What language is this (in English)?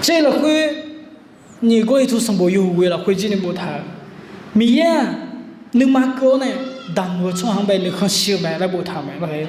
Akha